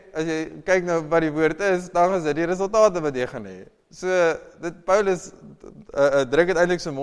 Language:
Afrikaans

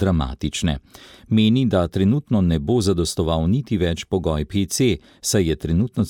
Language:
Slovenian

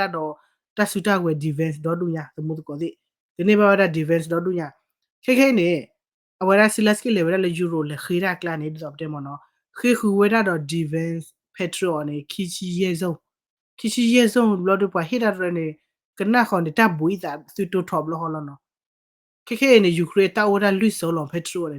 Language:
S'gaw Karen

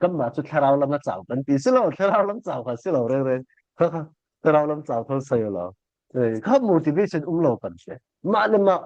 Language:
Falam Chin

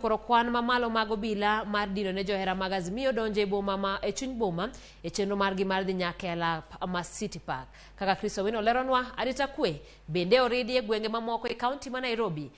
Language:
Luo (Kenya and Tanzania)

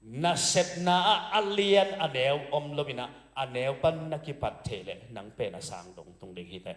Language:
Tedim Chin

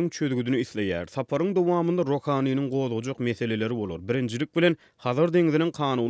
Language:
Turkmen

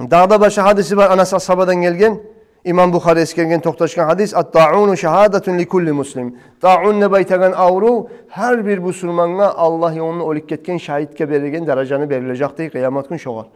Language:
Kumyk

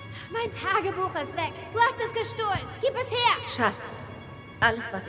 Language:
Swiss German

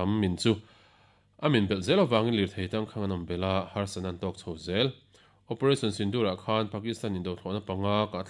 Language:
Mizo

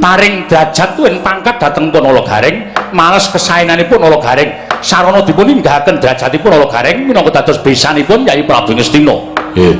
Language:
Javanese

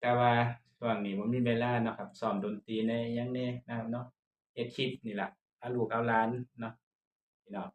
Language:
Northeastern Thai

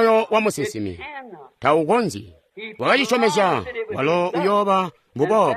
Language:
Tonga (Zambia)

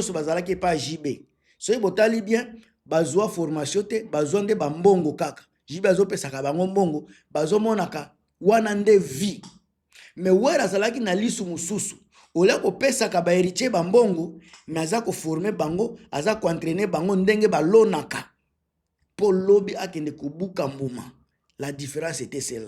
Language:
Lingala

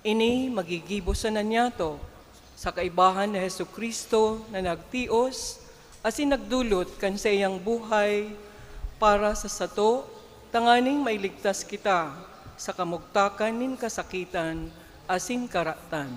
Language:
Bikol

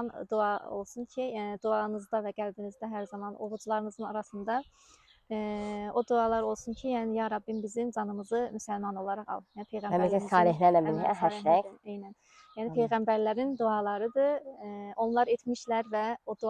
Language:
Azerbaijani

